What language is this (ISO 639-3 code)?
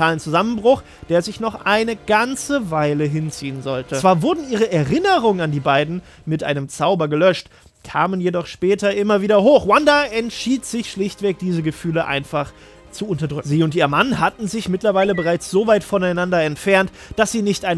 deu